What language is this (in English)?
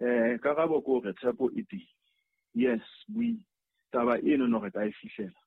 Southern Sotho